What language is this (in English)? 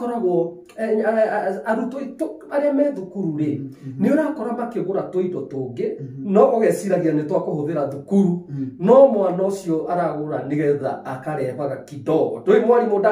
Kikuyu